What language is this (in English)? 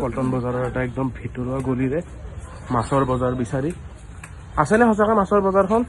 Assamese